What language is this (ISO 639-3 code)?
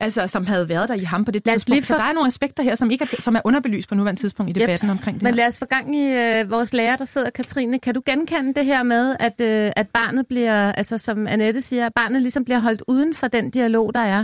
dan